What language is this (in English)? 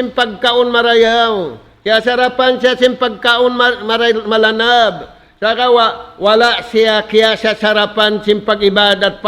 Tausug